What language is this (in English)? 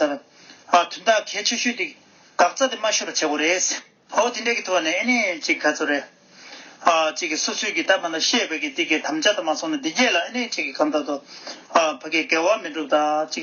Tibetan